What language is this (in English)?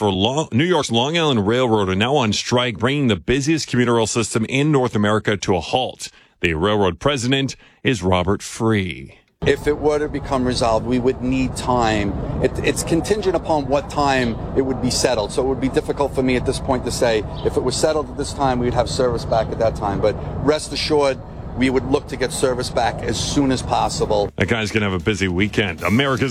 English